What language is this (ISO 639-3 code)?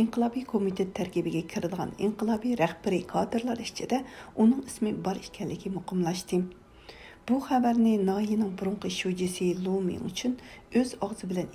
uig